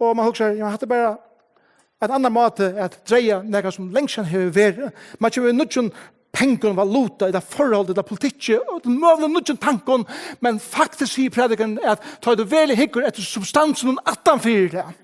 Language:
Faroese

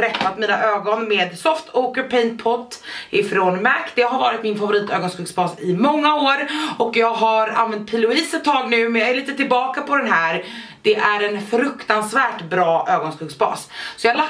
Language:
Swedish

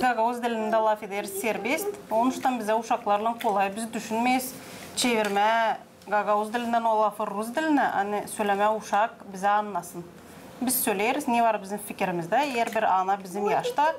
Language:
Gagauz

